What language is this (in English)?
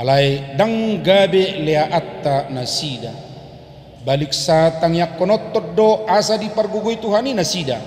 Batak Toba